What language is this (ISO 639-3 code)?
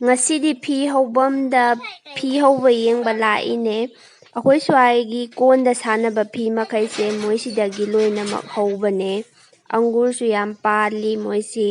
mni